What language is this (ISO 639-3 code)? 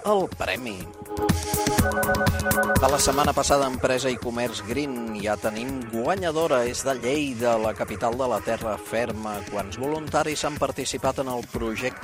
cat